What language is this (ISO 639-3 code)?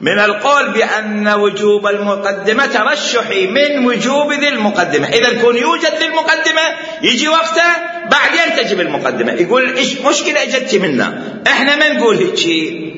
acm